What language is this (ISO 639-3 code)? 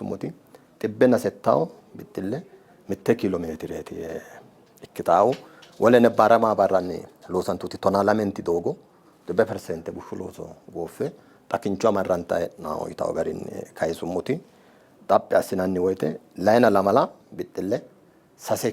sid